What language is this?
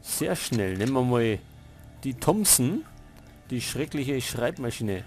Bavarian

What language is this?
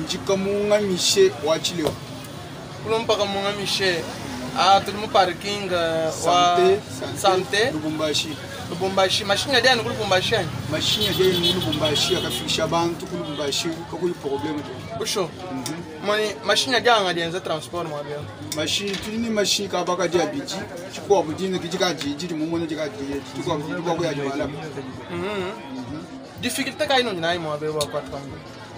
Luba-Lulua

